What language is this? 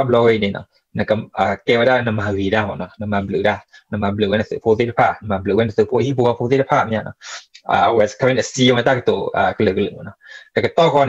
S'gaw Karen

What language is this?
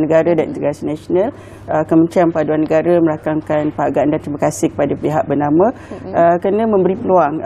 Malay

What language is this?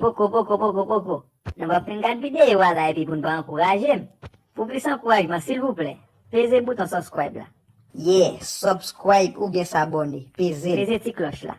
Haitian Creole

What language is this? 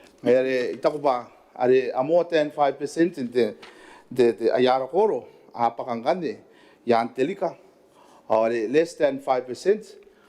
Gilbertese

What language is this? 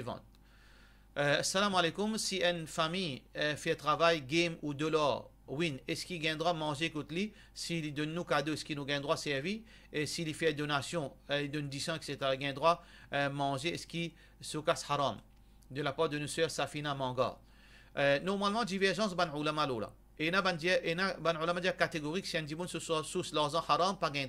Morisyen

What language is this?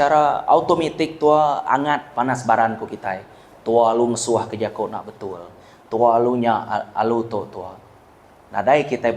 Iban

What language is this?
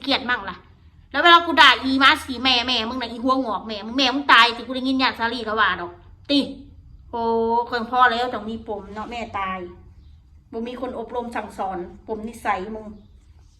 Northeastern Thai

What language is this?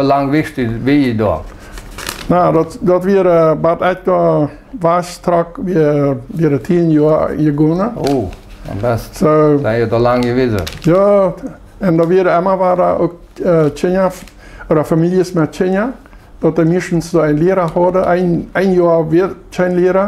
Plautdietsch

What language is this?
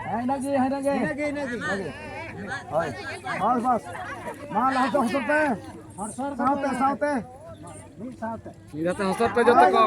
Santali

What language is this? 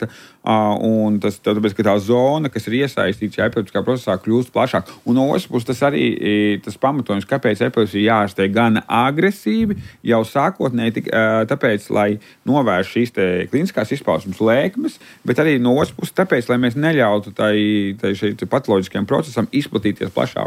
Latvian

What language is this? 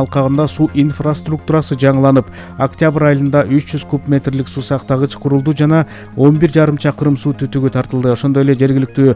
Kyrgyz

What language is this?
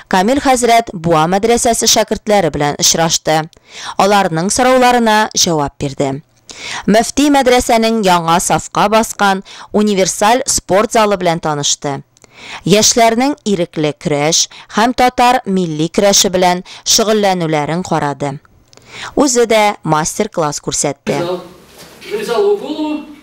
Tatar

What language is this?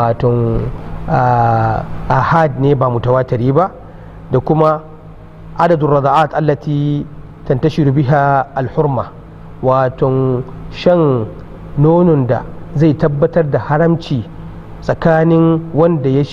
Hausa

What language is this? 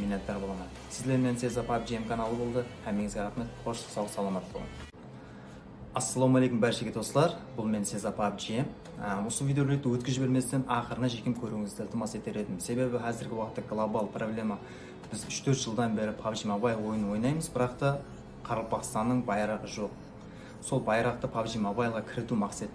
Kara-Kalpak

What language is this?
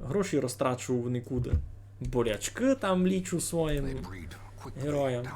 Rusyn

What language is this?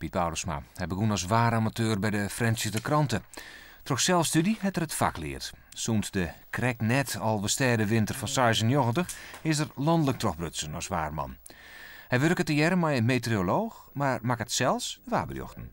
Western Frisian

